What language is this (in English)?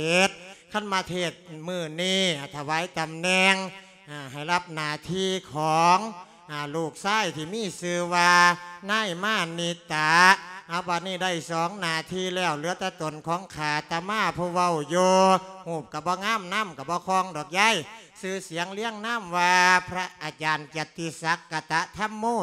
Lao